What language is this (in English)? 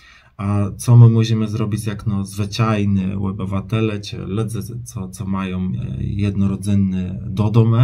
Kashubian